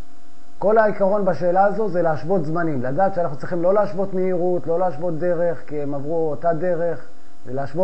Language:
Hebrew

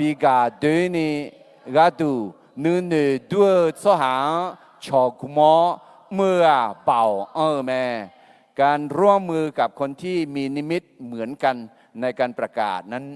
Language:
Akha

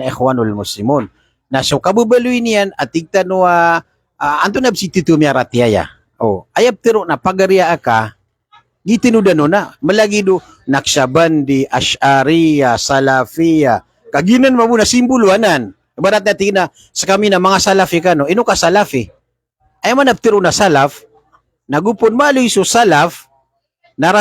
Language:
Maranao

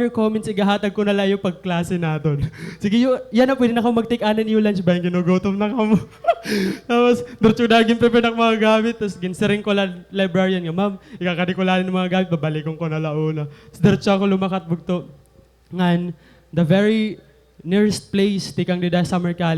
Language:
Waray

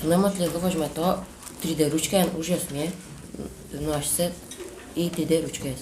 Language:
Udmurt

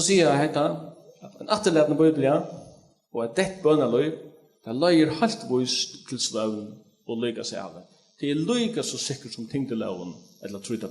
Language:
Faroese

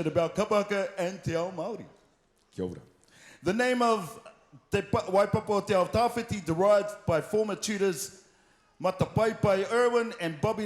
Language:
Māori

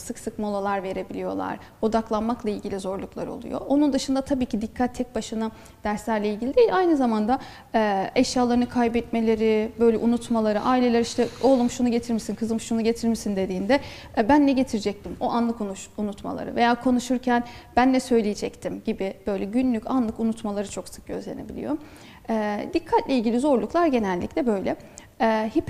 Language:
Turkish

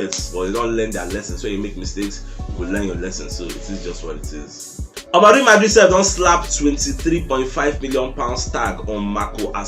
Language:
Nigerian Pidgin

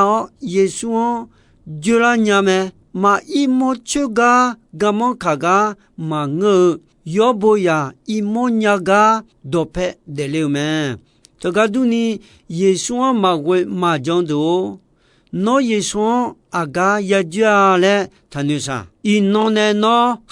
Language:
Akha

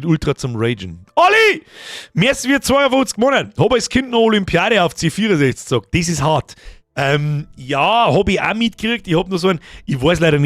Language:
Bavarian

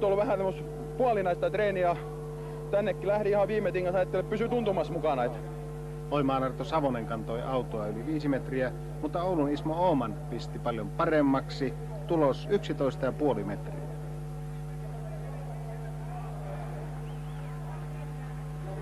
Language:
Finnish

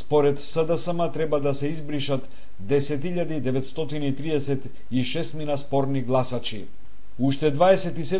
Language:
Macedonian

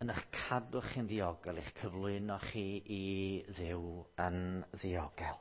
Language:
Welsh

